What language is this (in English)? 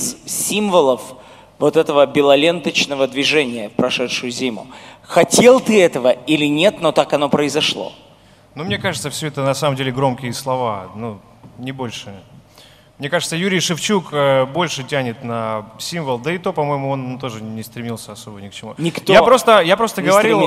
Russian